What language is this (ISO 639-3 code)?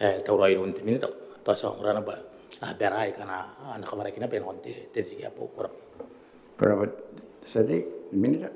gil